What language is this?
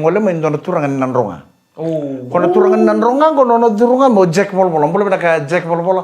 Fijian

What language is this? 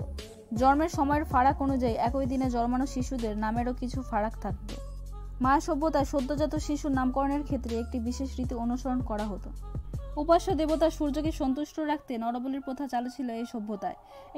Bangla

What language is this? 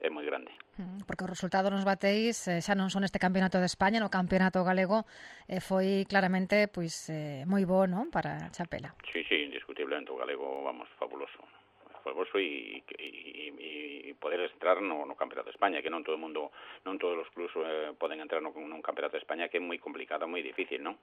Galician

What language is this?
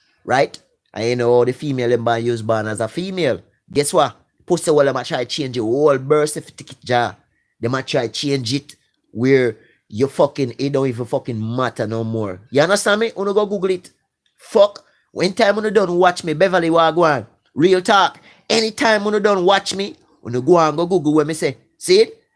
Jamaican Creole English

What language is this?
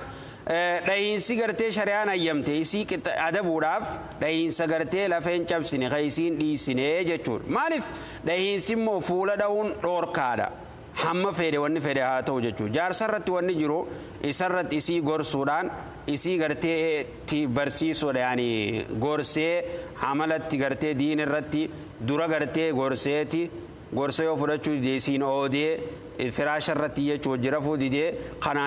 Oromo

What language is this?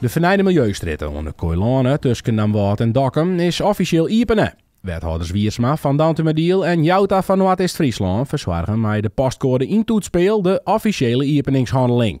Western Frisian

